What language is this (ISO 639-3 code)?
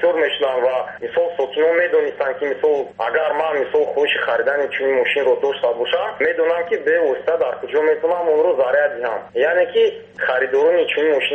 tgk